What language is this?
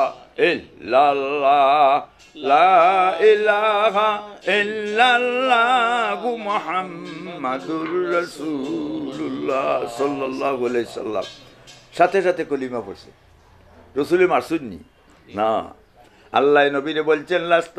Sylheti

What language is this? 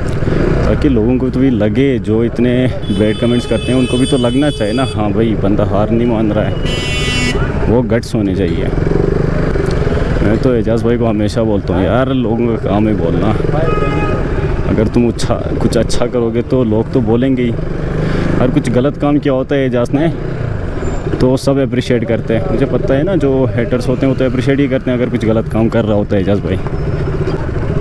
Hindi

